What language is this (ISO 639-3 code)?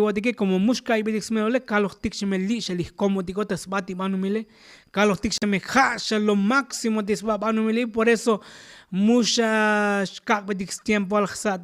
tzo